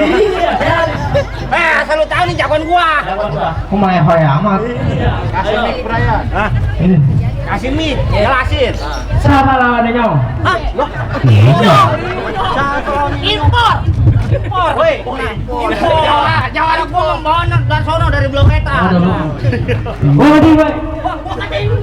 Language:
Betawi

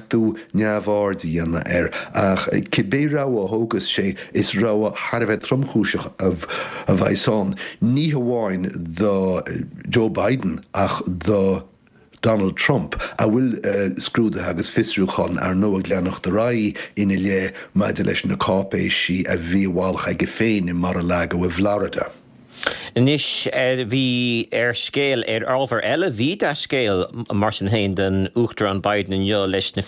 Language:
Irish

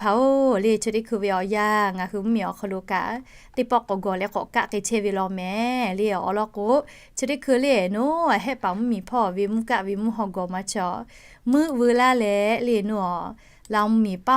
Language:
Lahu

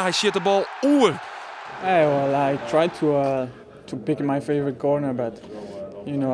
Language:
Western Frisian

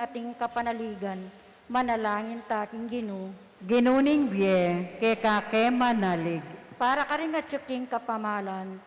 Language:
Pampanga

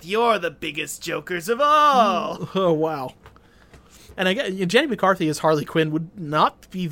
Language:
English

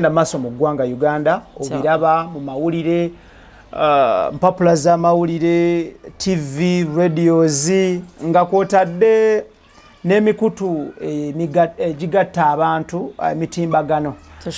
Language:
Ganda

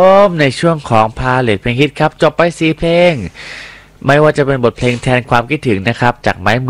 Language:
Thai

